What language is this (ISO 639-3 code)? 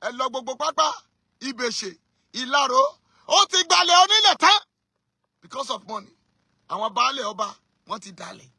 yor